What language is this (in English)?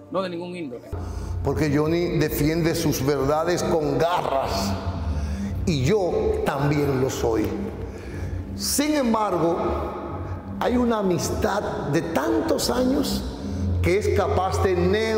Spanish